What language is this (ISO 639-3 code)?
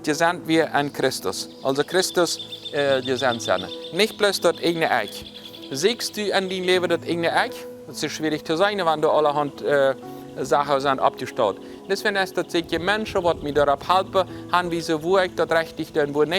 pdt